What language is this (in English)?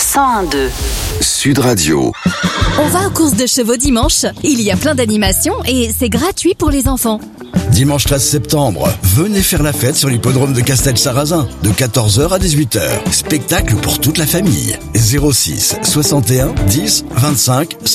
French